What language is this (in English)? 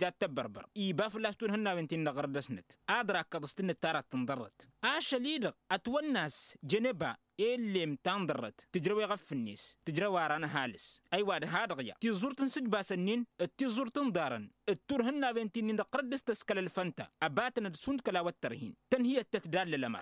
Tamasheq